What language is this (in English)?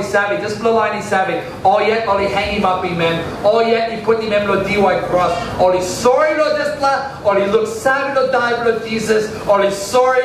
Tok Pisin